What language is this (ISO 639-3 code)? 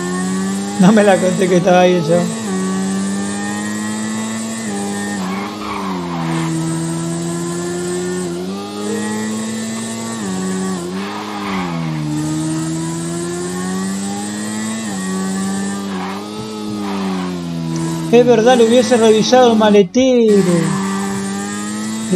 spa